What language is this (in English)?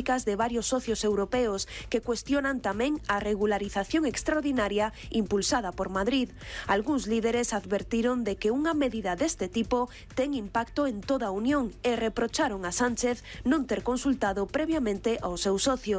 Galician